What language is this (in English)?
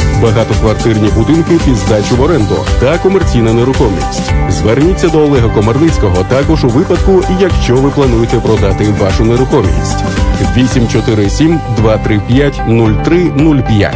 Ukrainian